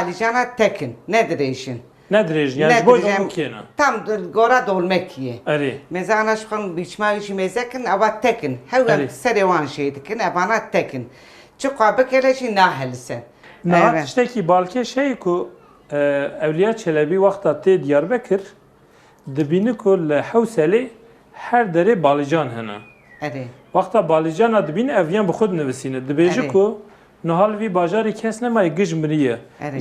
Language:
Kurdish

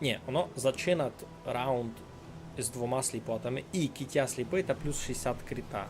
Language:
Rusyn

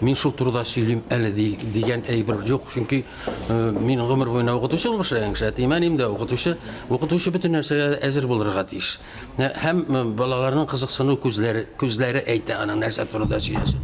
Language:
Tatar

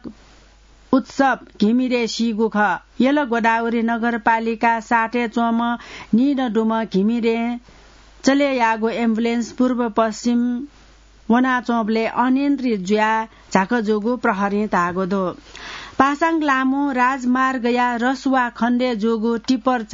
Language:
Newari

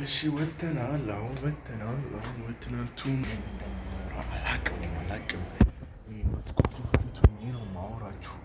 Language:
Amharic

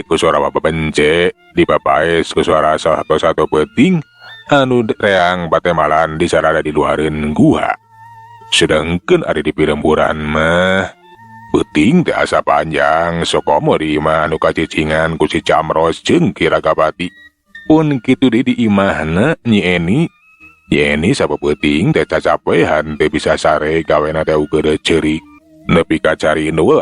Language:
Sundanese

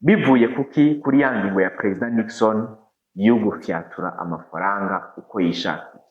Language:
Rundi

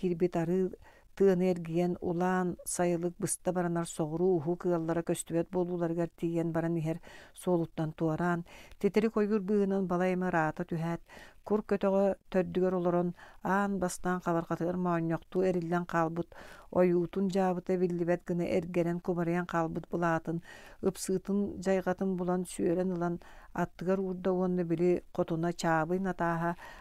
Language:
Yakut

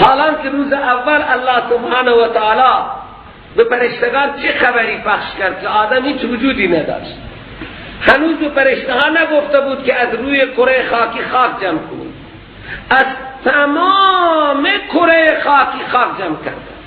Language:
Persian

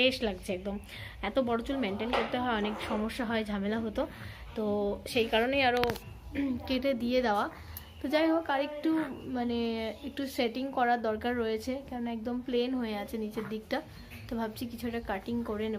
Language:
Bangla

